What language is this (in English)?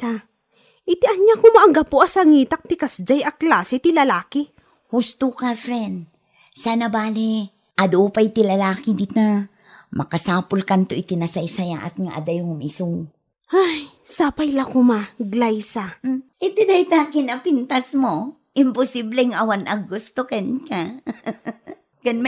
Iloko